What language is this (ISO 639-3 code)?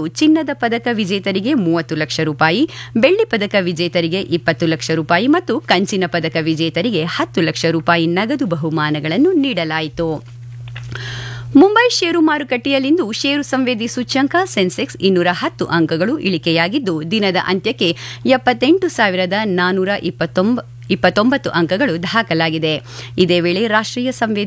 kan